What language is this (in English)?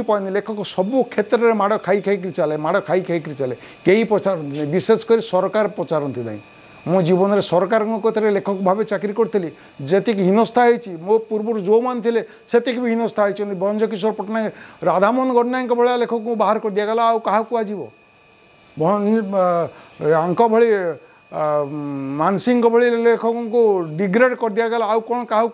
Odia